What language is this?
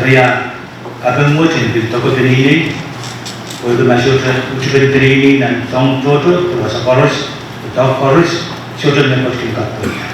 Pohnpeian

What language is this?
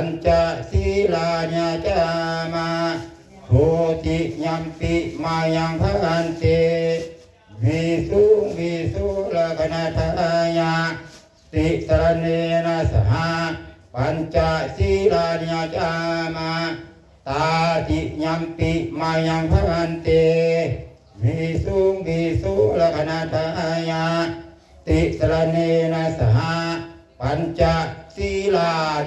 Pali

